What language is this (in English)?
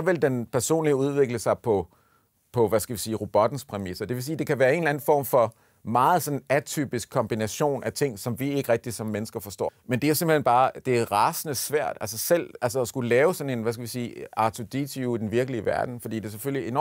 Danish